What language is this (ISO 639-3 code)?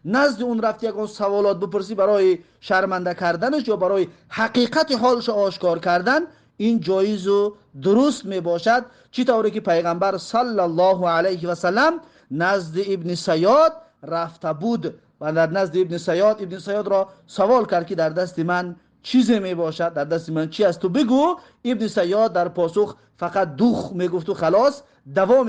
tgk